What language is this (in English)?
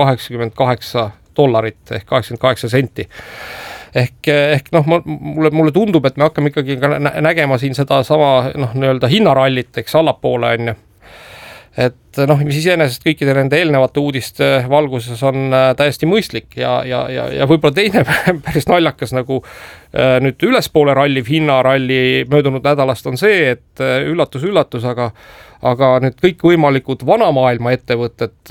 Estonian